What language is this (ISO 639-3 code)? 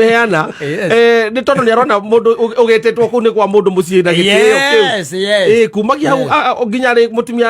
kik